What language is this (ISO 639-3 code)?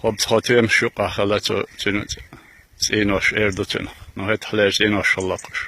che